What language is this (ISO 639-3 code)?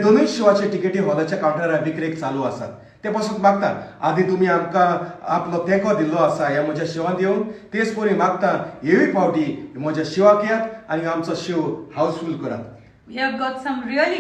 kok